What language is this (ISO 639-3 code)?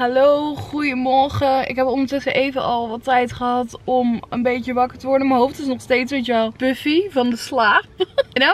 nld